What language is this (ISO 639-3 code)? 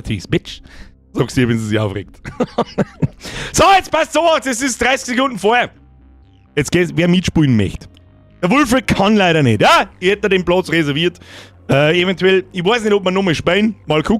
bar